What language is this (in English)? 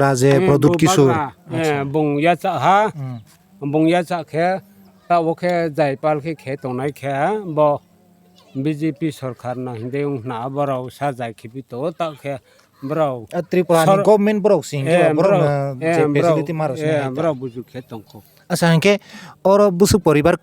Kok Borok